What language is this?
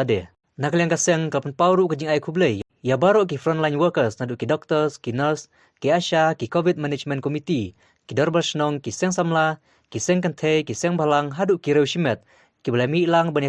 Khasi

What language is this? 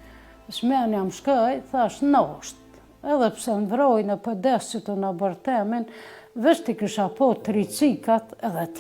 Albanian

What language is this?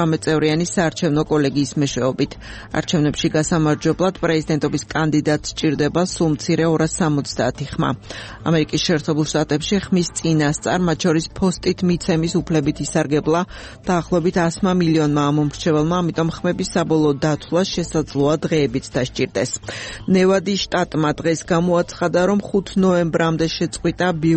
Georgian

